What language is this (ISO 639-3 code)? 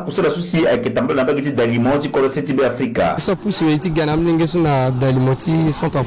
sag